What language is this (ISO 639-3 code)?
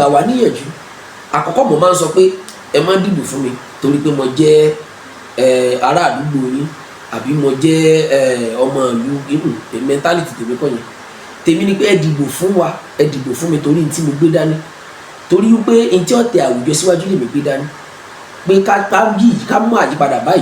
yor